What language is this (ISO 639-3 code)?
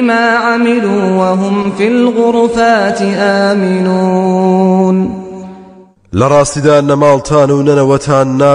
ckb